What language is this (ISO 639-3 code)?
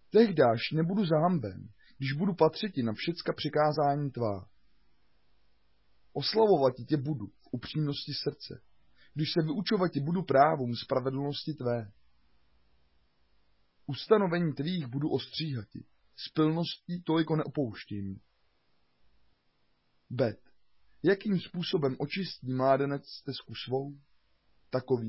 ces